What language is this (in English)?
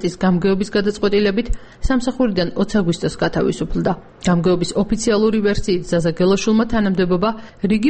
Georgian